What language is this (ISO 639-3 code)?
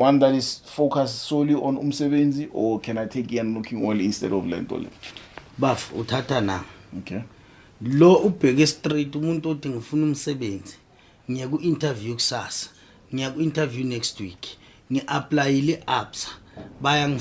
zul